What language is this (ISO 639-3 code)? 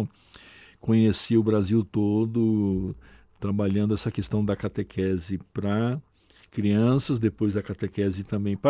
por